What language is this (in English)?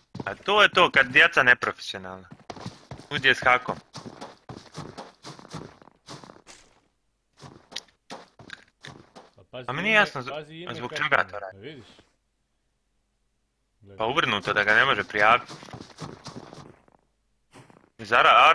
Croatian